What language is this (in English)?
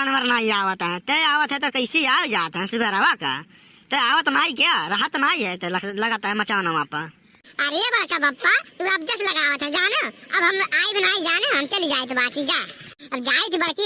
Awadhi